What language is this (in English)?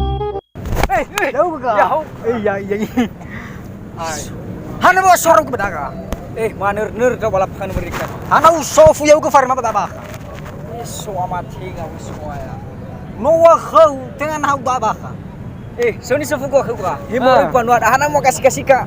Nias